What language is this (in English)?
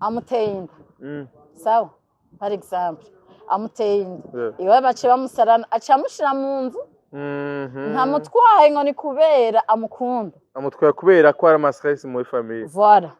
Rundi